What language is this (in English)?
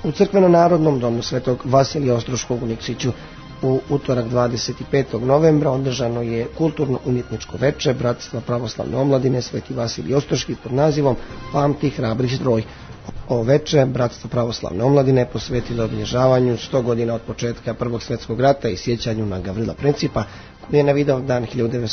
Serbian